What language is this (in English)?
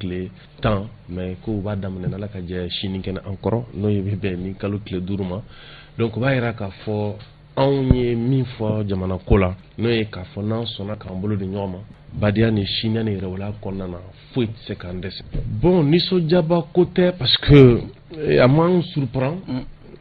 Bambara